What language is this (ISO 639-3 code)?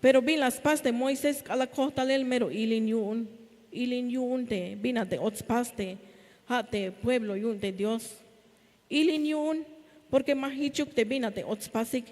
tzh